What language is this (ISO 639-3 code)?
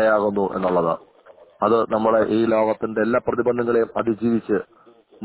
mal